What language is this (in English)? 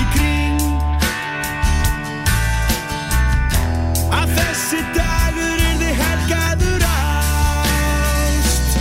Icelandic